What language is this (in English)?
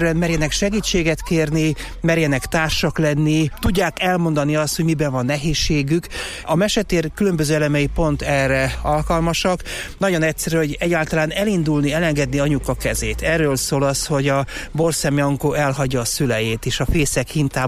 Hungarian